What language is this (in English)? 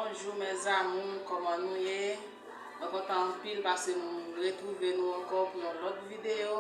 Haitian Creole